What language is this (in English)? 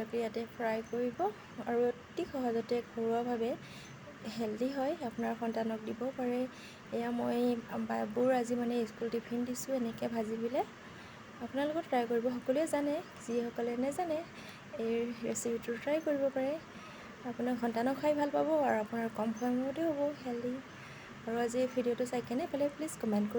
Assamese